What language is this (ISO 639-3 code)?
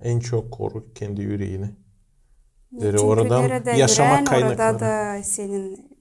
gag